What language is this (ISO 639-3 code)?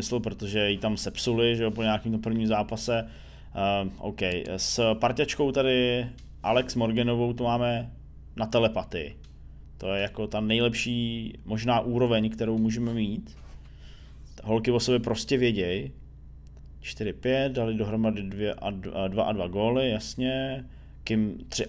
ces